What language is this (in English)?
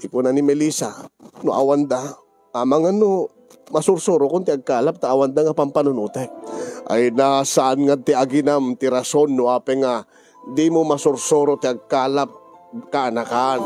Iloko